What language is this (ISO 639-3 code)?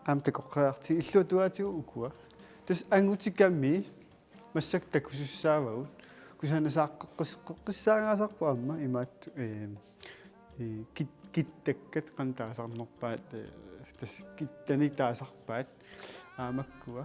kal